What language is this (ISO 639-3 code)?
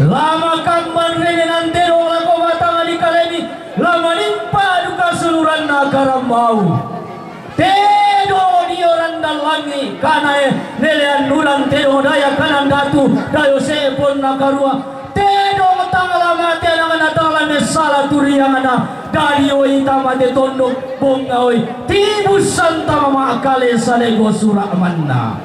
sda